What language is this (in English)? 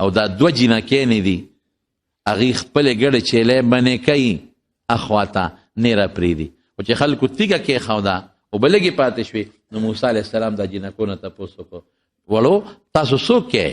Pashto